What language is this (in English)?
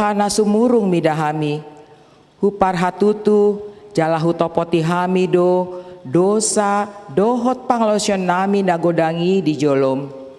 Batak Toba